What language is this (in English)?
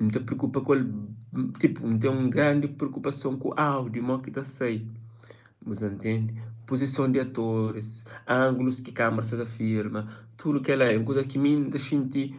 Kabuverdianu